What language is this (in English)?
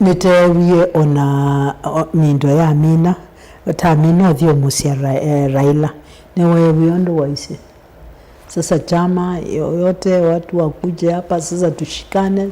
Kamba